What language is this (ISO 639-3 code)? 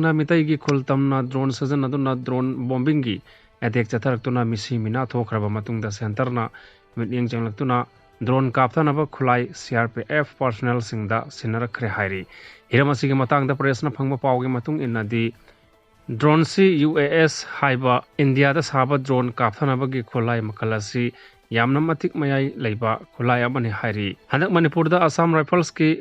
mni